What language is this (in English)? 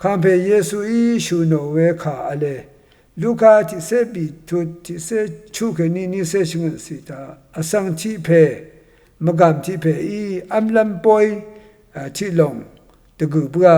Rawang